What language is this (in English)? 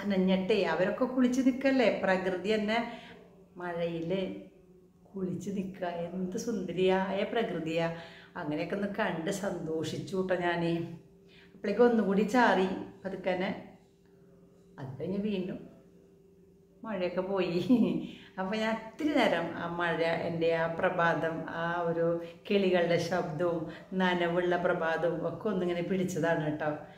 Malayalam